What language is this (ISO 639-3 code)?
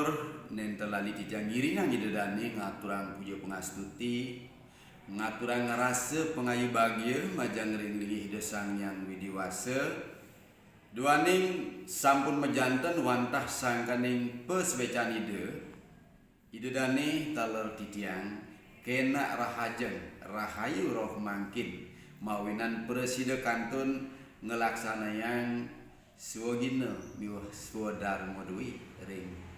ban